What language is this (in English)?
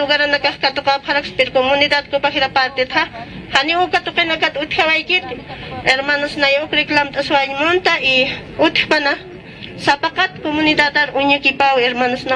Aymara